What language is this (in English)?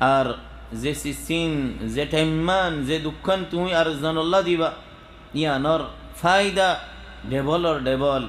Rohingya